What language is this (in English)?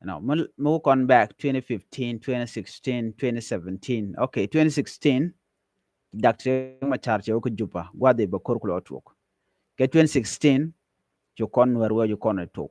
Nuer